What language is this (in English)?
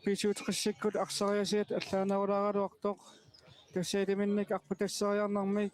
Kalaallisut